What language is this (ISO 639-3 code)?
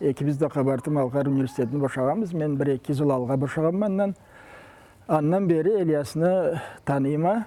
krc